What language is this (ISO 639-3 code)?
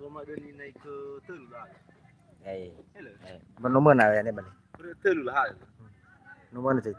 nia